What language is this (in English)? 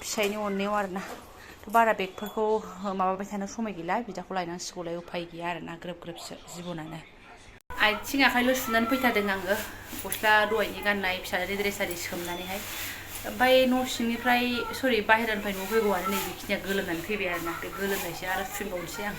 Bodo